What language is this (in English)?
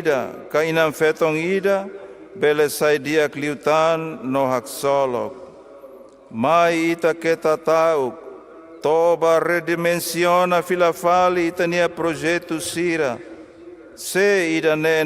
Tetum